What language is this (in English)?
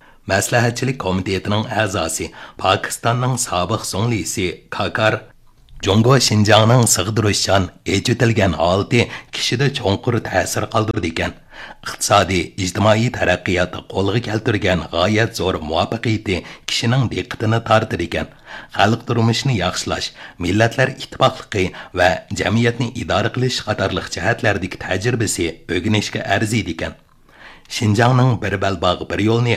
Uyghur